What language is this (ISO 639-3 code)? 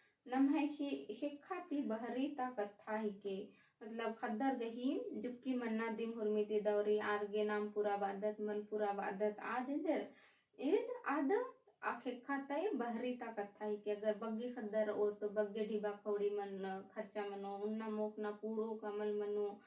kru